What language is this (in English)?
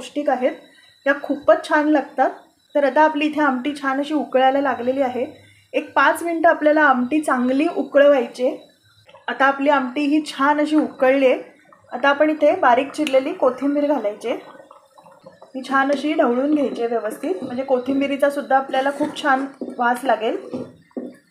Marathi